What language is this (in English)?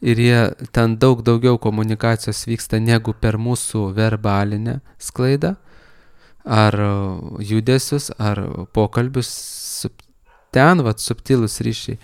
Lithuanian